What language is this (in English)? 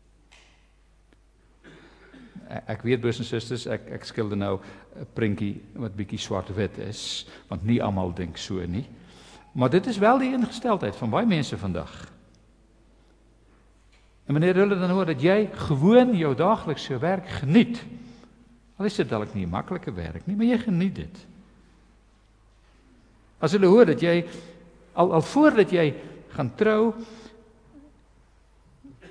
Afrikaans